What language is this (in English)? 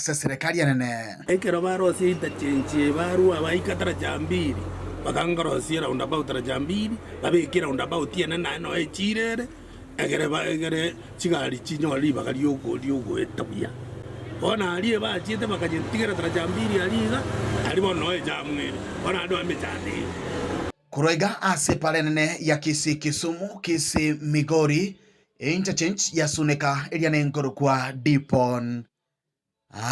Gusii